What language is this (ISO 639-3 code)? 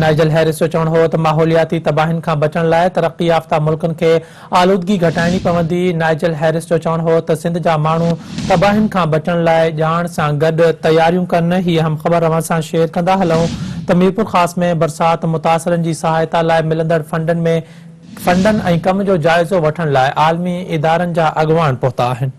snd